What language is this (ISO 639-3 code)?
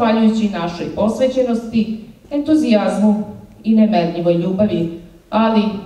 srp